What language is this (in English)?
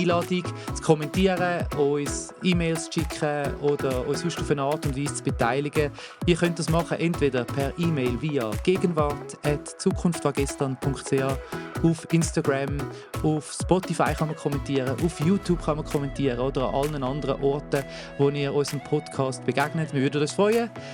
Swiss German